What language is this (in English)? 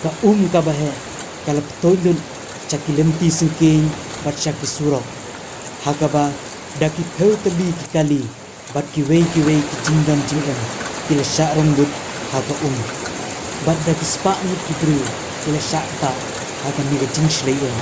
Khasi